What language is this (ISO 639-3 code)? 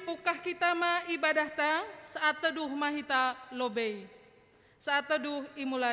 bts